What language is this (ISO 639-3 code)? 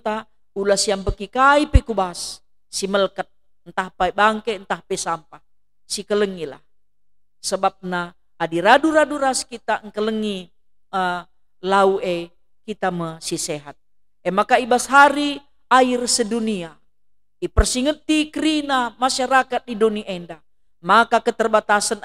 btx